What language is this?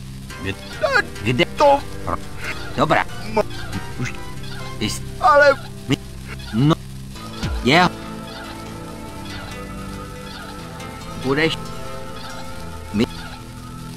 Czech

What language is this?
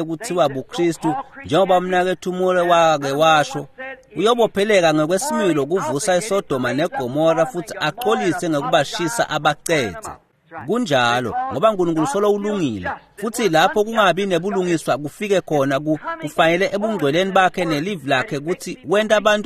Swati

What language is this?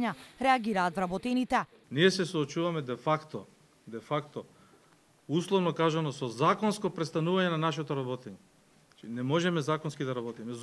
Macedonian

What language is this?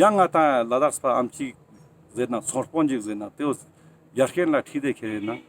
Ladakhi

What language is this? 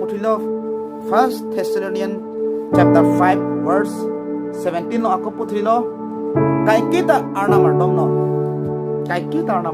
Karbi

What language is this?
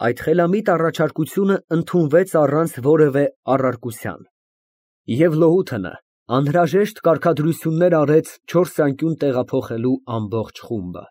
Armenian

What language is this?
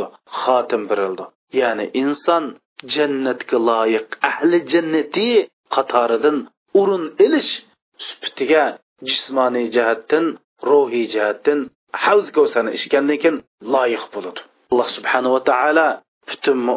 Uyghur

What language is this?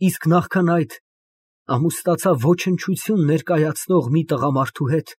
Armenian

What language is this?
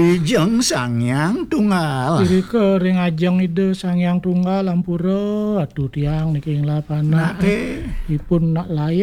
Balinese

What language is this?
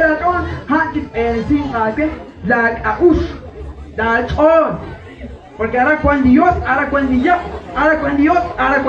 Kekchí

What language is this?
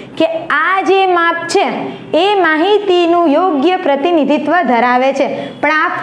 Gujarati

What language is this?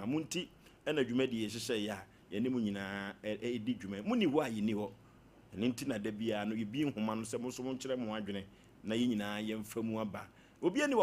Akan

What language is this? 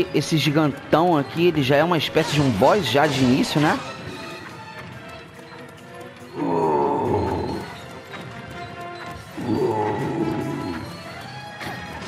Portuguese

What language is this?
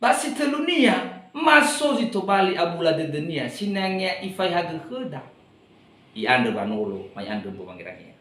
Nias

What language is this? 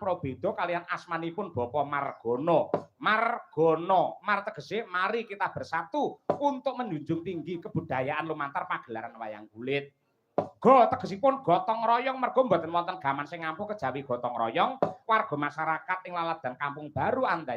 Javanese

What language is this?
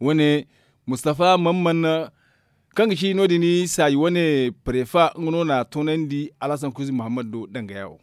Zarma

